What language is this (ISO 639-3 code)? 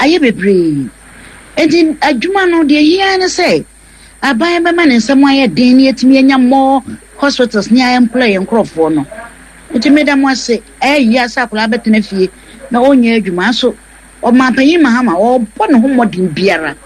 aka